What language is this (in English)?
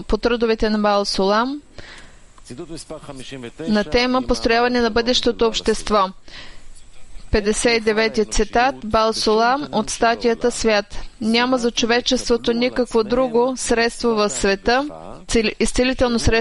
Bulgarian